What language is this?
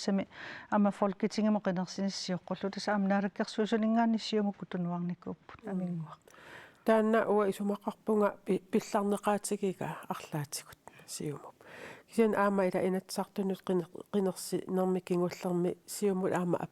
Kalaallisut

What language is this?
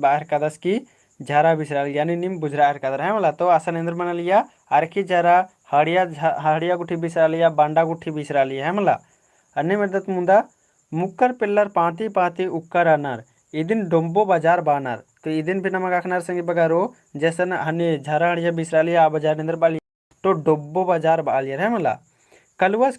Kurukh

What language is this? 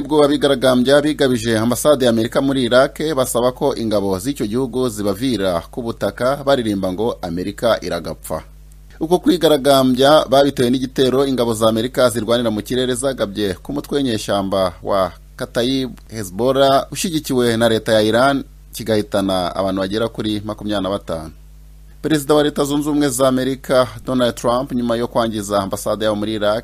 Kinyarwanda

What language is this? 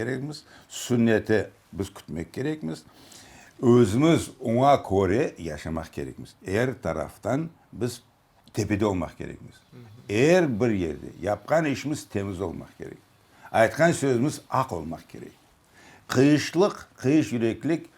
Crimean Tatar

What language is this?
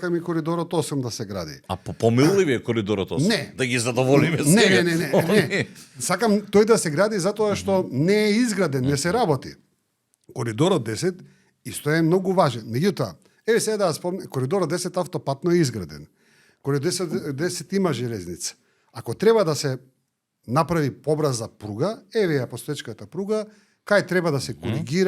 Macedonian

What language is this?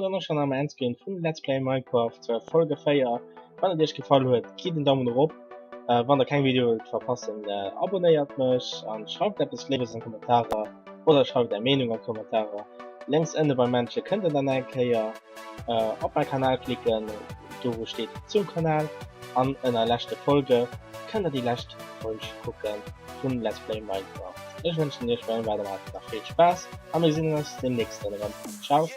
Luxembourgish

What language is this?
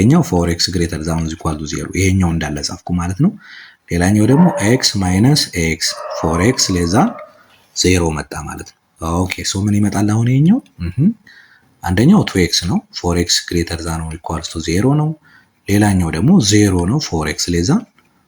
Amharic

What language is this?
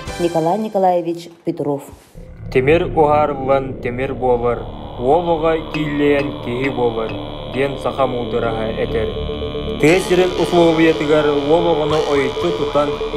Yakut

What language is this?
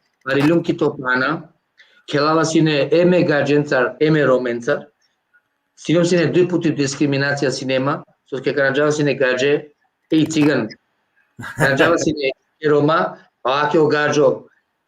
Balkan Romani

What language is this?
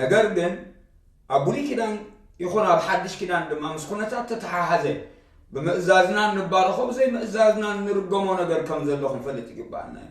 Tigrinya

